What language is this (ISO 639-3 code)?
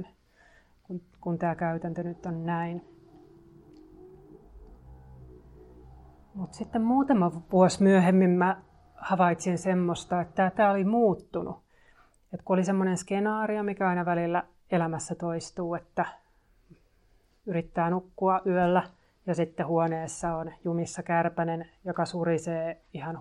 fin